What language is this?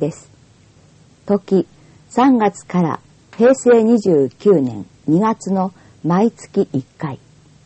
Japanese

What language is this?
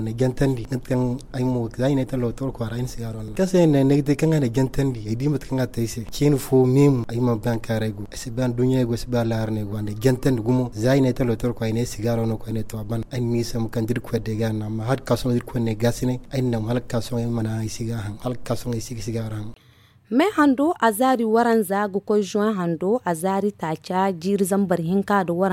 Zarma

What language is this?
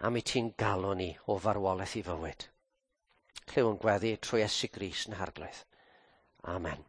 Welsh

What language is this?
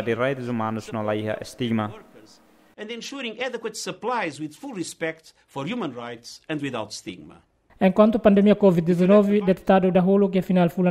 Tetum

